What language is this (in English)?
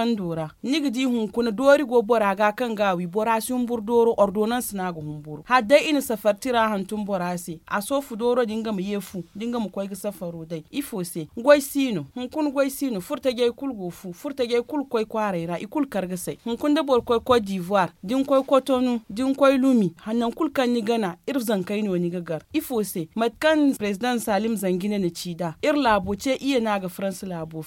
Zarma